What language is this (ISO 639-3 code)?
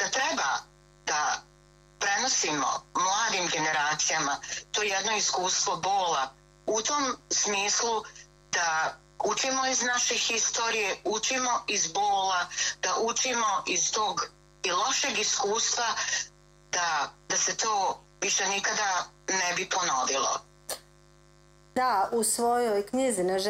bos